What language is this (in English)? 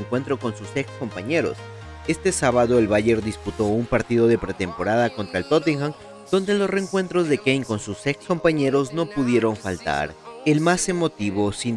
Spanish